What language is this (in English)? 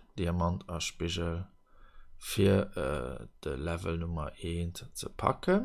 Luxembourgish